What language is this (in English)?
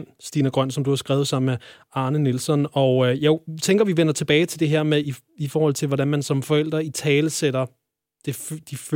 Danish